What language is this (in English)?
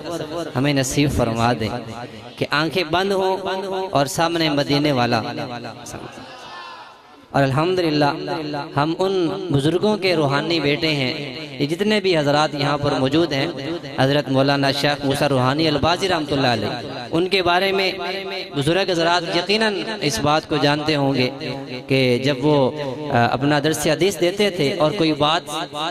Urdu